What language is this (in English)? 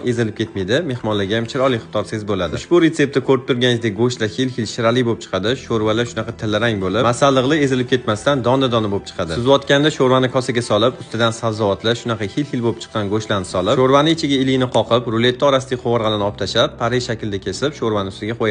Uzbek